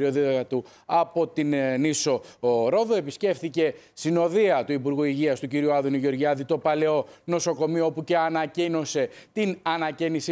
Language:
Greek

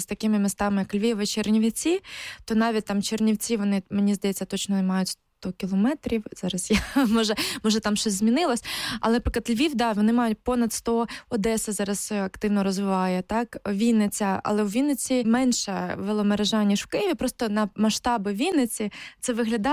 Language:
Ukrainian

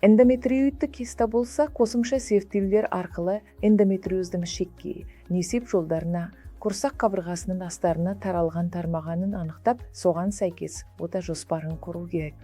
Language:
Kazakh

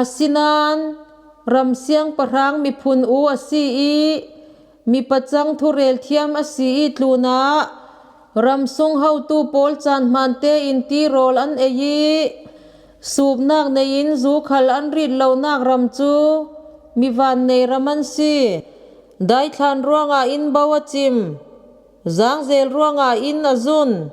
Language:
Falam Chin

